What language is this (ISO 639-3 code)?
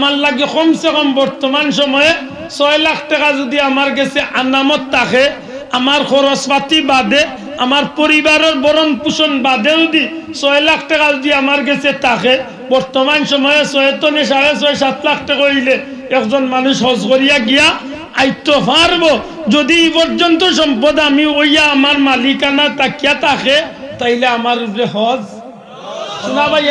syl